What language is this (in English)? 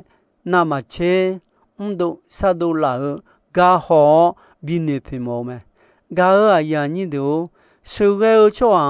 Akha